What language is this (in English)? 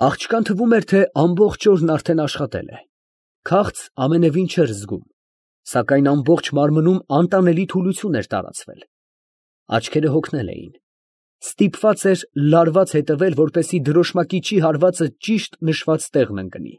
Armenian